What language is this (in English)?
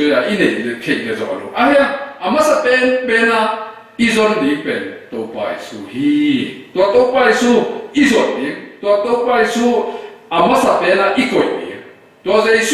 Tedim Chin